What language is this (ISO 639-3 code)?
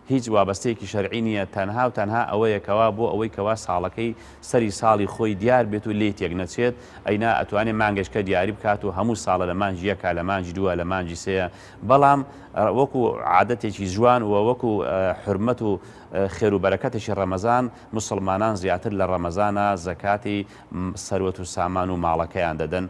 ckb